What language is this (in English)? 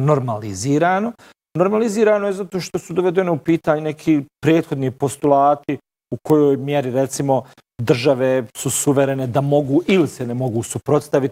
Bosnian